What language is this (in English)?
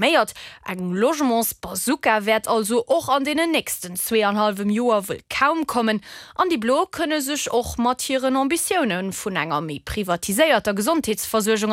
Luxembourgish